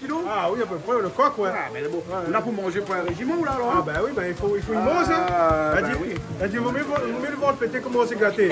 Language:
Réunion Creole French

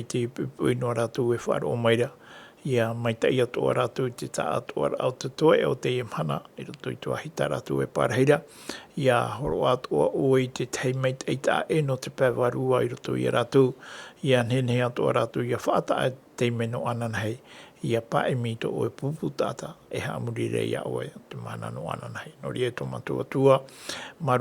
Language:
Tahitian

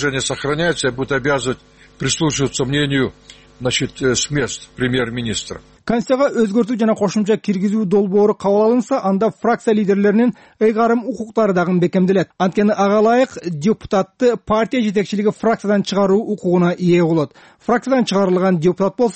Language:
Kyrgyz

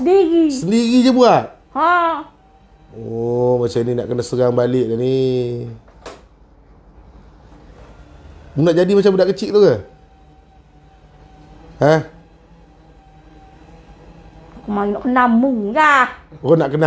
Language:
Malay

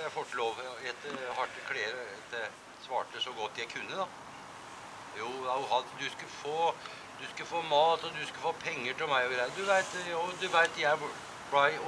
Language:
Norwegian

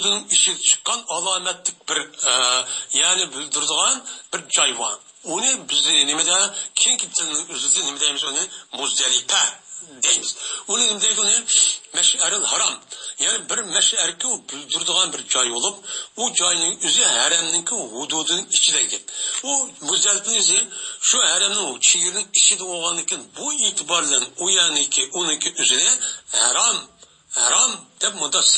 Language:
Uyghur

